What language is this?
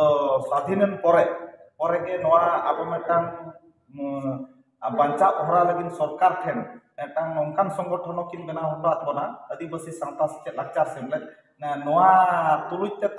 Santali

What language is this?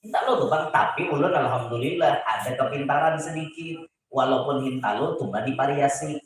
Banjar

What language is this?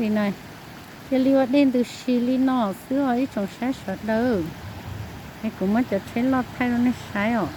Hmong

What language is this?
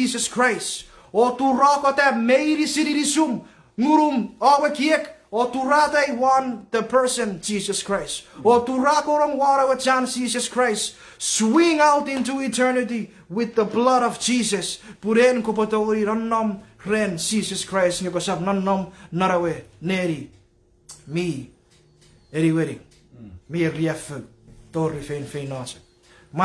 Chuukese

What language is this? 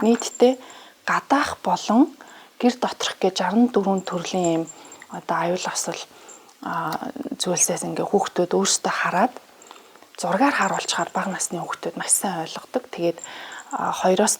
Mongolian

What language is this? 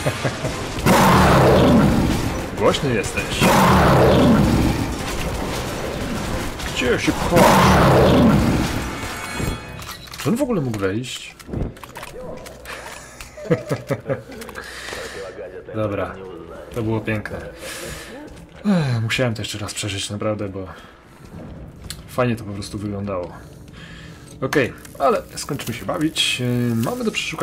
Polish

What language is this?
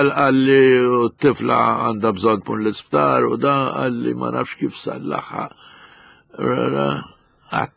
Maltese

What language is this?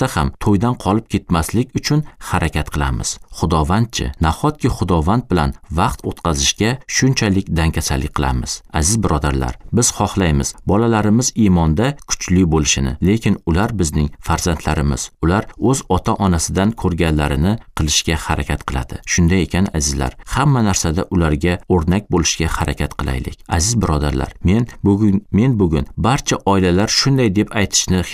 Uzbek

